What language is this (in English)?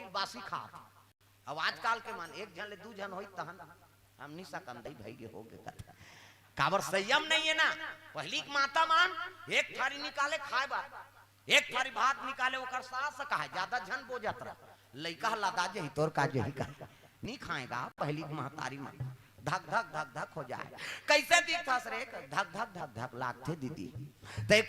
Chhattisgarhi